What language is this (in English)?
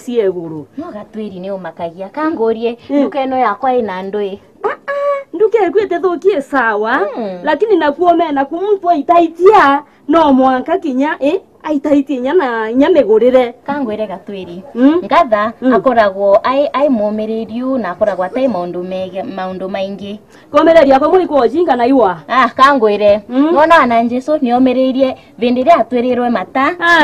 Meru